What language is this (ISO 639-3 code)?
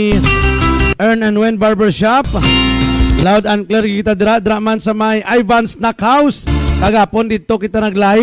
hil